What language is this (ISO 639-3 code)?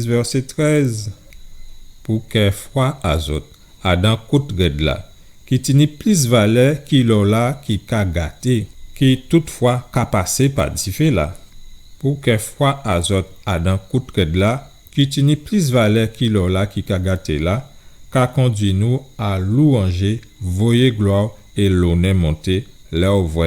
gcf